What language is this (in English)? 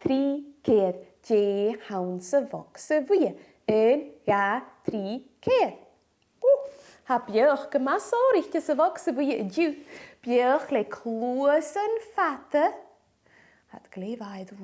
Scottish Gaelic